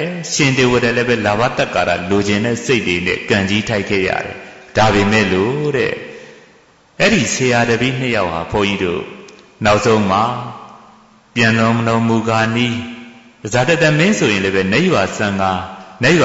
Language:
Burmese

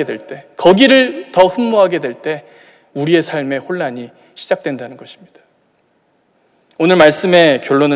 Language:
Korean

